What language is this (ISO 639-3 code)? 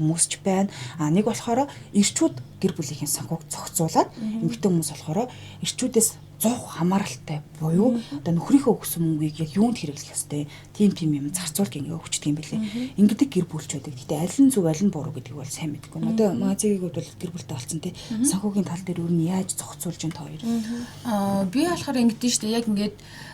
mon